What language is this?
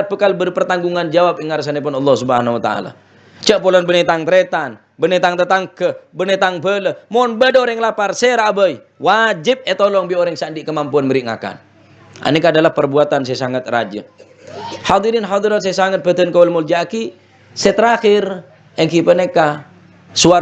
Madurese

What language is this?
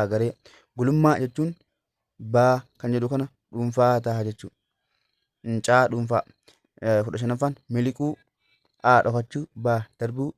Oromo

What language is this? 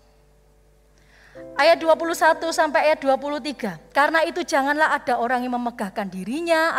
Indonesian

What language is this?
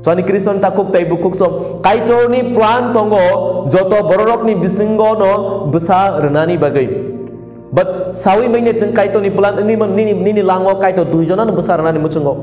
Kok Borok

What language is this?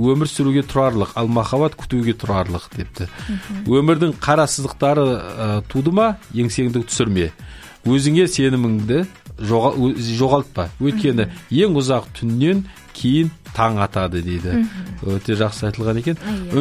Kazakh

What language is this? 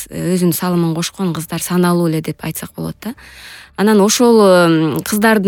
Kyrgyz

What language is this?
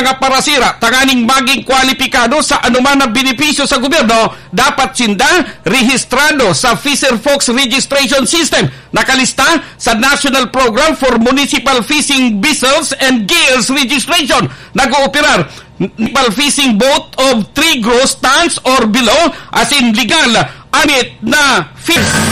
Bikol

